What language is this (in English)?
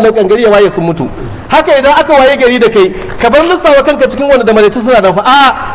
Hausa